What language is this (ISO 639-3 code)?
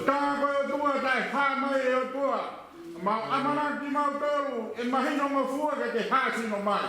ton